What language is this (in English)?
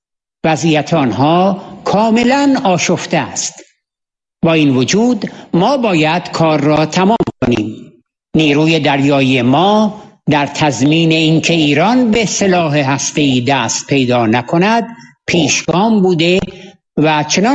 Persian